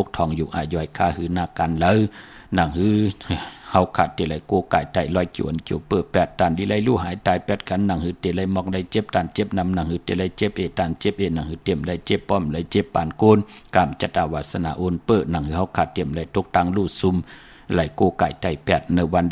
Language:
Shan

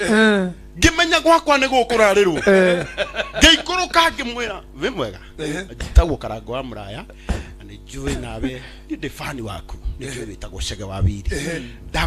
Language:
Kikuyu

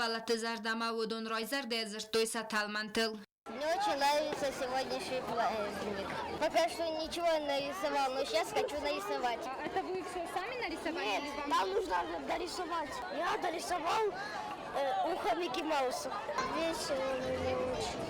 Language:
Ossetic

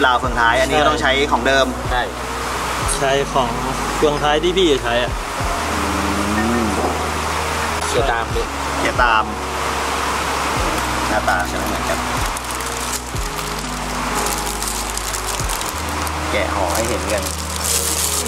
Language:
Thai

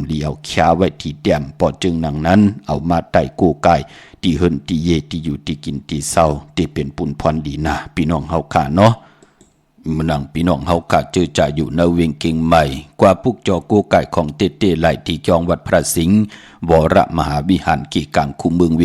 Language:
Shan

